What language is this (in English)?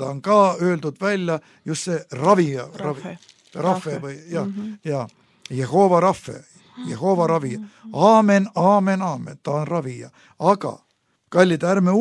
Estonian